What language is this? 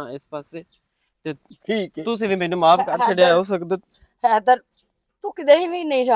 Western Panjabi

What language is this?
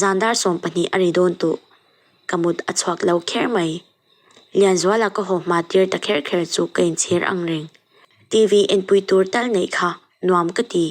Mizo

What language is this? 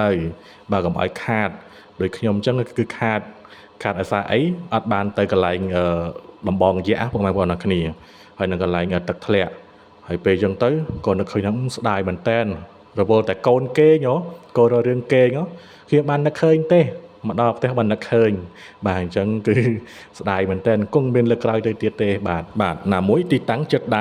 Khmer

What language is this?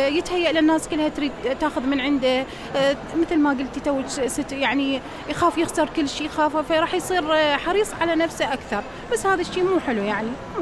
Mesopotamian Arabic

